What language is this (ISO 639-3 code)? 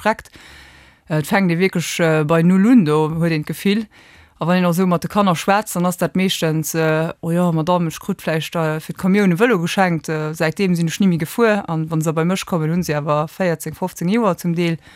ltz